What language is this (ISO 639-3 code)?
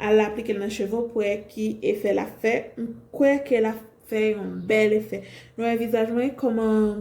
hat